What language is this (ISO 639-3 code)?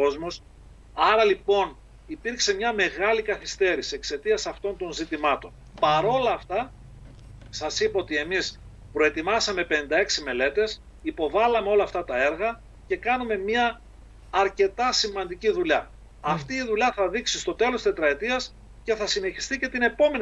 ell